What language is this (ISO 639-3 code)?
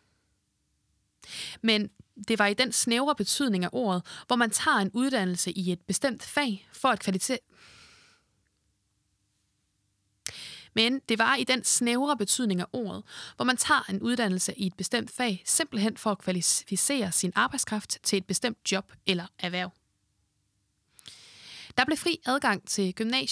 dan